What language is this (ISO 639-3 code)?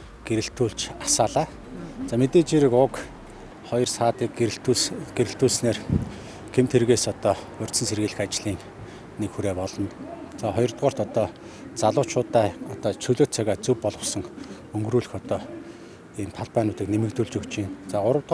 mon